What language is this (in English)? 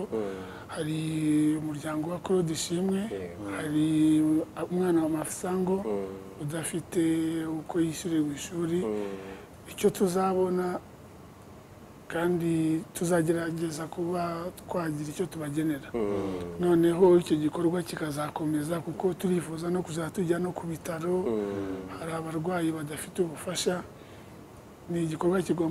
Kinyarwanda